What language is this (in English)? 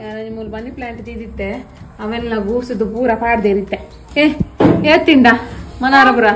Tulu